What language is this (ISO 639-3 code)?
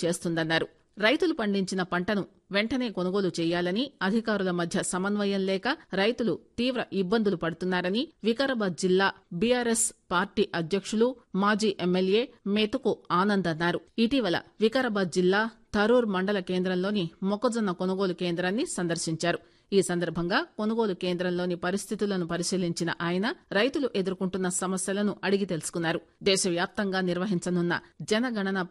tel